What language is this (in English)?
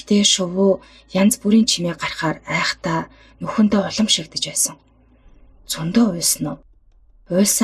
Mongolian